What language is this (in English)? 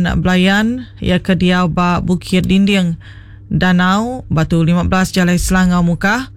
Iban